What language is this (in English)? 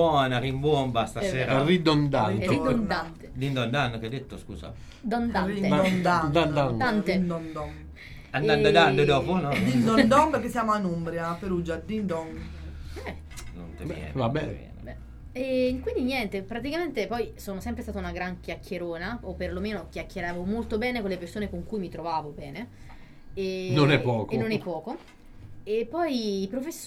Italian